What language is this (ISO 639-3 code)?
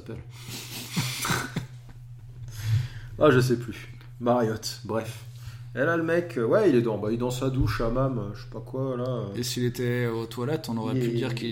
fra